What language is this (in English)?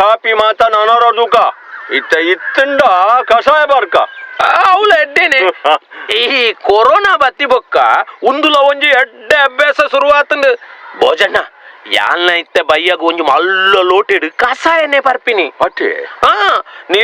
Tulu